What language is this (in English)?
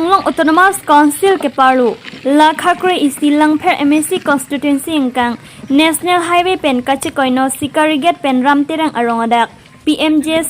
Karbi